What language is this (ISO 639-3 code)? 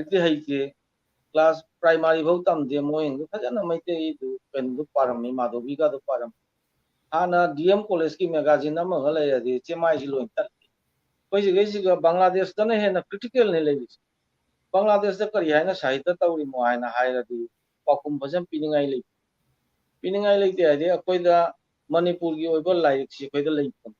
mni